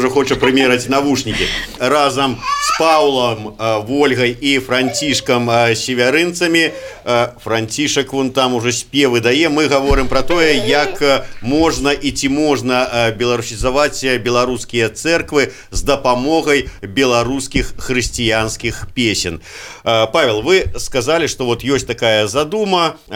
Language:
Belarusian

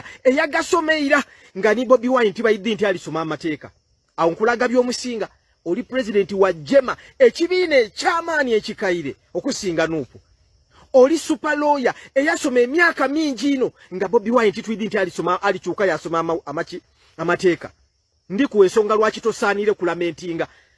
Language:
Ganda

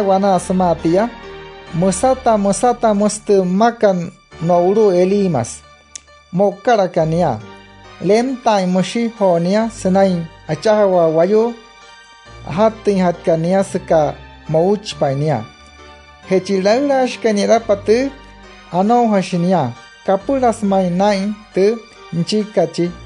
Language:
Wayuu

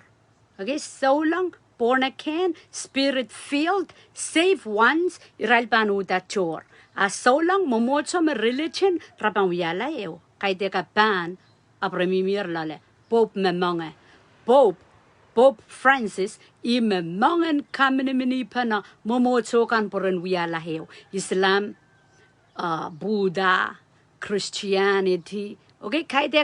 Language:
Pohnpeian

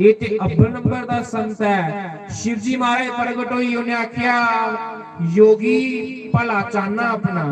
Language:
Dogri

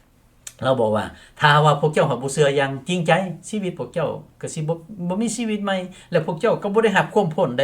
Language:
Lao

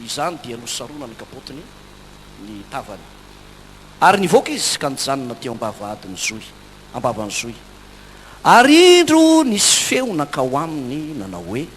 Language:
Malagasy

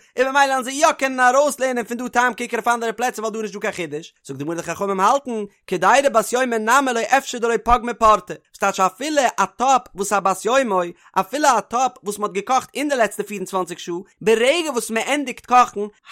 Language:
Yiddish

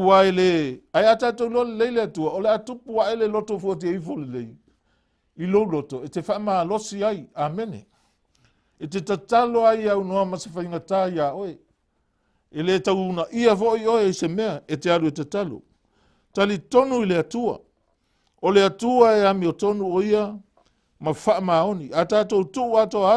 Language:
Samoan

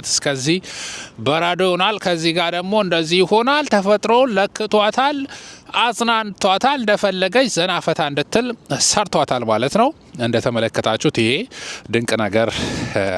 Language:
Amharic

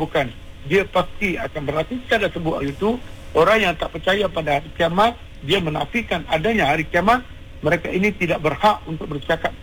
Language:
Malay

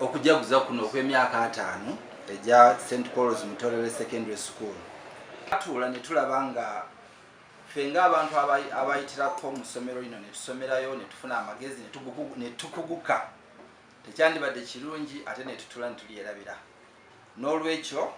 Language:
Ganda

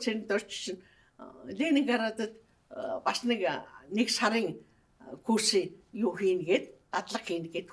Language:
Mongolian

